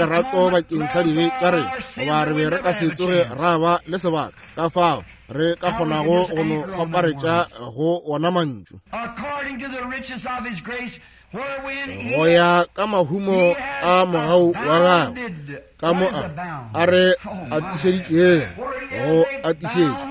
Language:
Northern Sotho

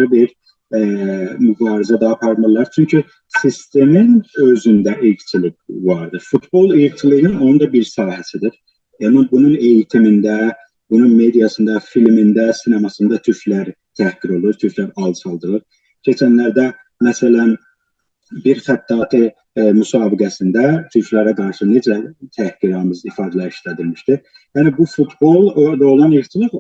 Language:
South Azerbaijani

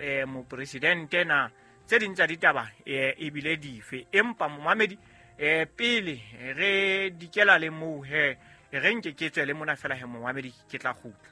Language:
Southern Sotho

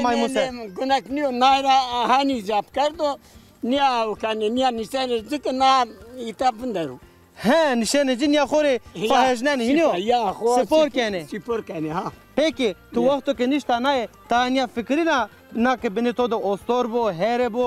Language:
Zaza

